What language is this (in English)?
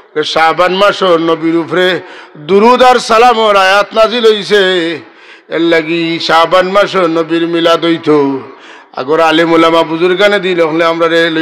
Sylheti